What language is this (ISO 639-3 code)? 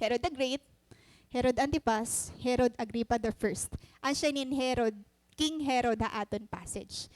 war